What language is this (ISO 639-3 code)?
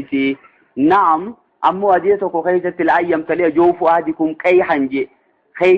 orm